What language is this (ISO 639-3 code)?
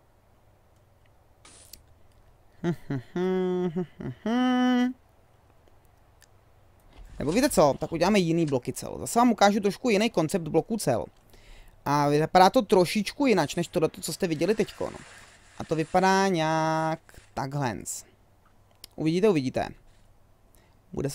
ces